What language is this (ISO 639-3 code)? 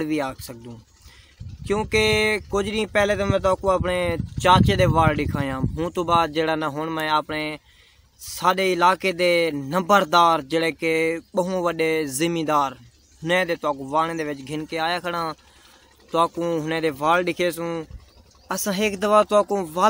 skr